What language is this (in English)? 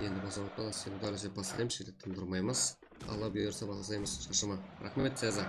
Kara-Kalpak